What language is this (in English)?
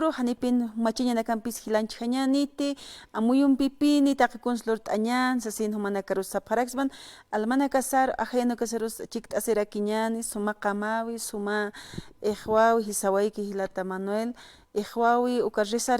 Aymara